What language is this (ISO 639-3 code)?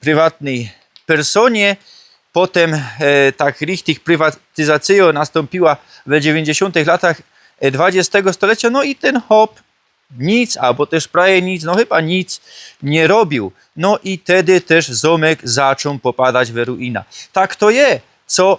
szl